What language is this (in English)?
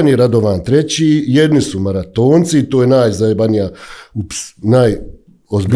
Bosnian